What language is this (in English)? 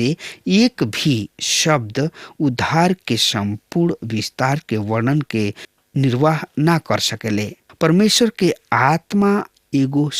Bhojpuri